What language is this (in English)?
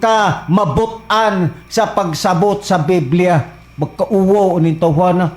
Cebuano